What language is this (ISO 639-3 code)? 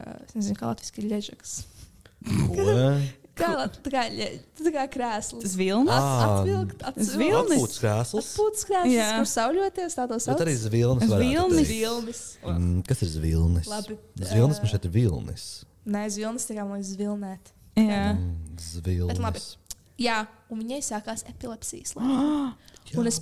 lav